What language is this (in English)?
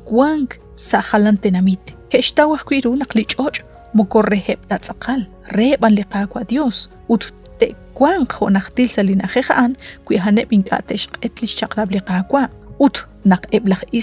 Kekchí